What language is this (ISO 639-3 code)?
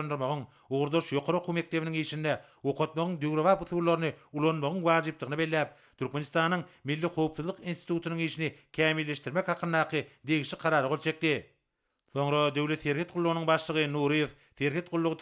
tuk